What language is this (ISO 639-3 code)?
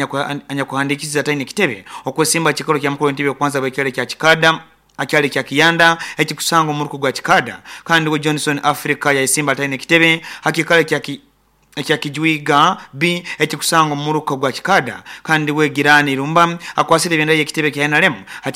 nyo